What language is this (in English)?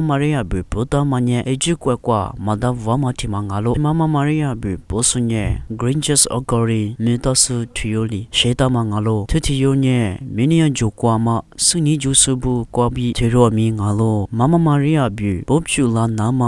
Lisu